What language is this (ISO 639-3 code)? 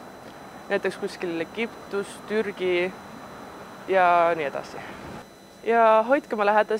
est